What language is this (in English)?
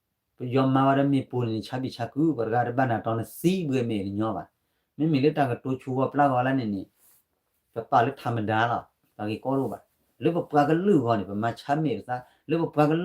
S'gaw Karen